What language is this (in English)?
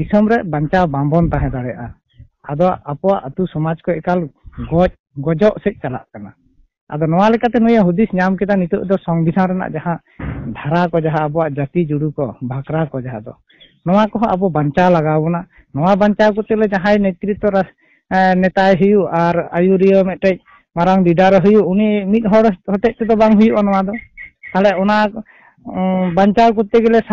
Santali